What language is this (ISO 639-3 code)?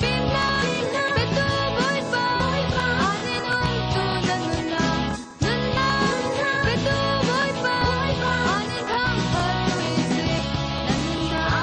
cfm